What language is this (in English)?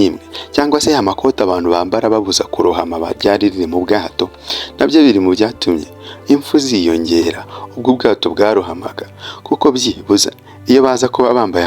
Kinyarwanda